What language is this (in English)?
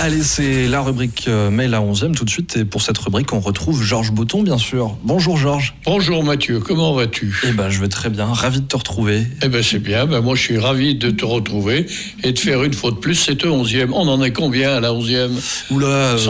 French